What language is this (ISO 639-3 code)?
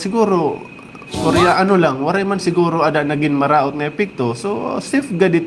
war